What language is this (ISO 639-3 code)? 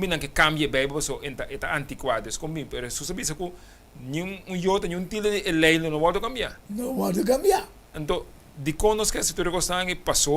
pap